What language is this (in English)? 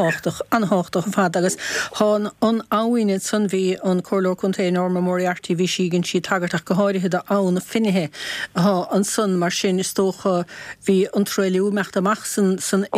Irish